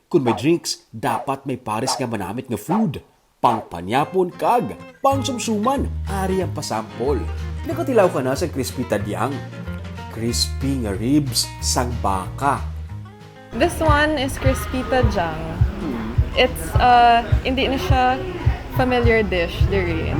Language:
Hiligaynon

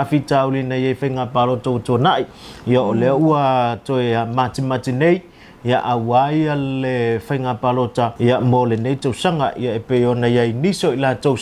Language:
Samoan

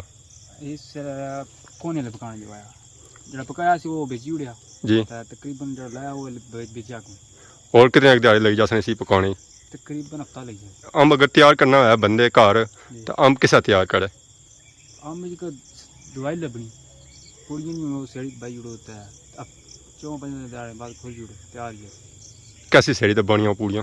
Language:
Pahari-Potwari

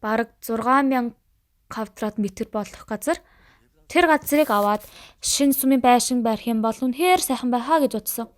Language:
Mongolian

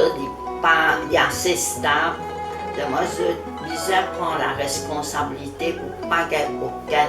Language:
Morisyen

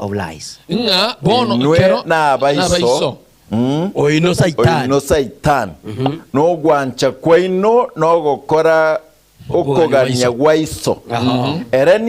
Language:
Gusii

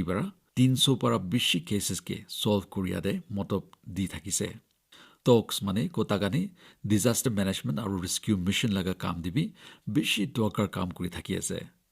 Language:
Naga Pidgin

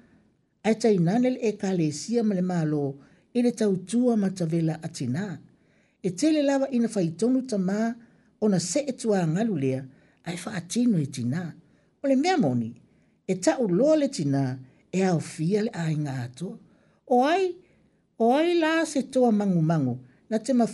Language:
Samoan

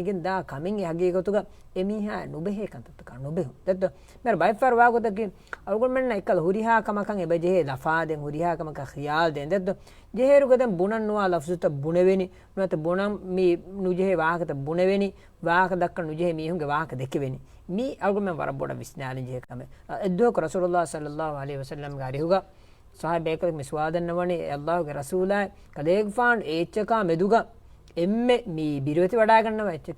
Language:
Divehi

